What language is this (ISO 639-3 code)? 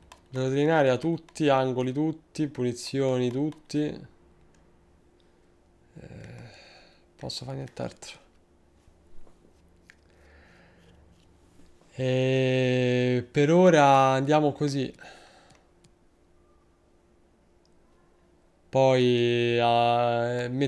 ita